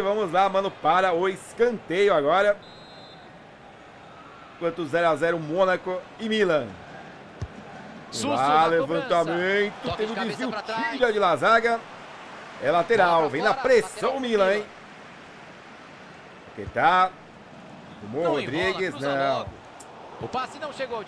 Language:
Portuguese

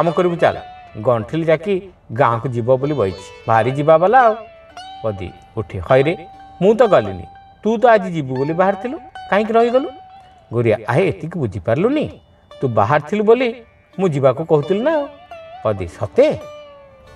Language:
Odia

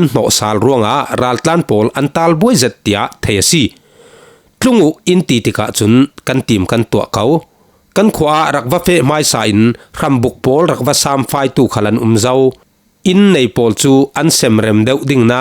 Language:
Falam Chin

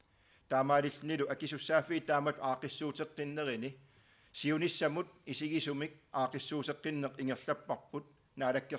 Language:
Kalaallisut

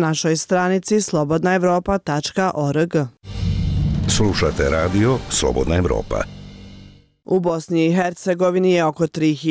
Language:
Bosnian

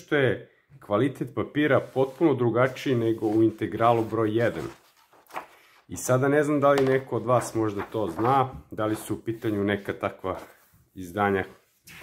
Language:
Serbian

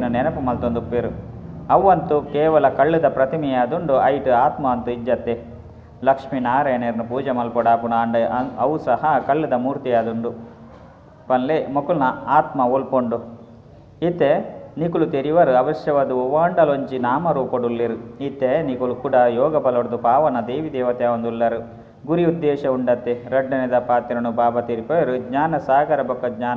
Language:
Tulu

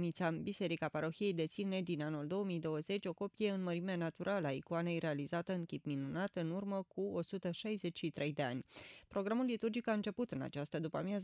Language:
Romanian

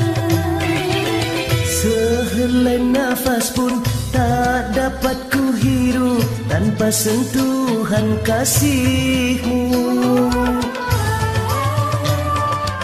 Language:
Malay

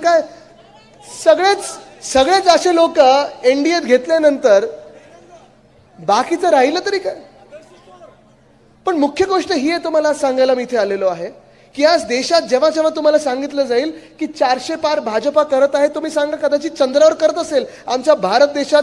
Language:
Marathi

